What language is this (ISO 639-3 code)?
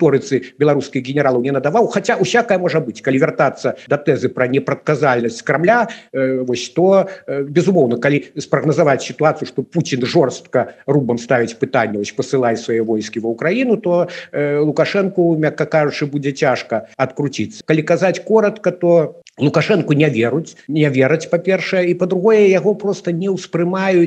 bel